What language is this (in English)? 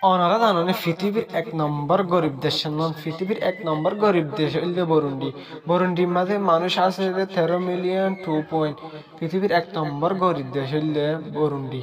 Rohingya